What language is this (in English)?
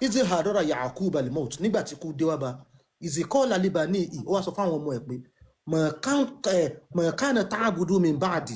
Yoruba